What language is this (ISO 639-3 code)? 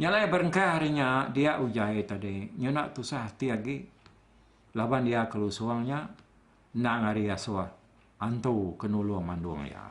iba